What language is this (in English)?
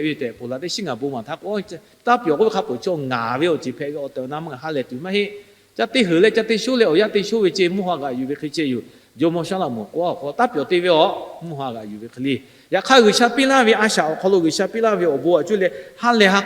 Lahu